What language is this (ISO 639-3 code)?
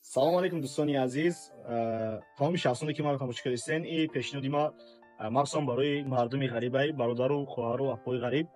tgk